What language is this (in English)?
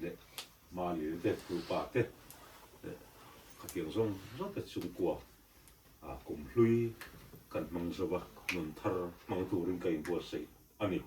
Mizo